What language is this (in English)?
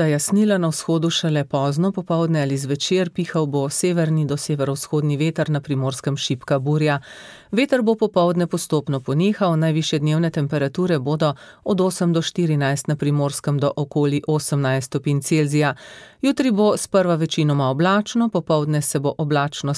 Slovenian